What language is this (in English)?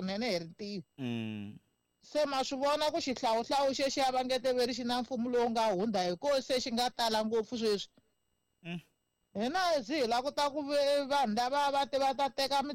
Tsonga